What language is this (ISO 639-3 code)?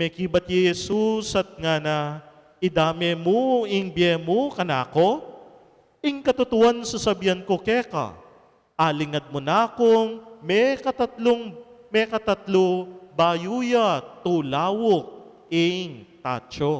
pam